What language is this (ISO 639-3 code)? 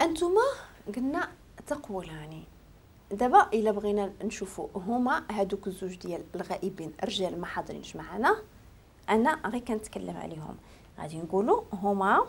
ary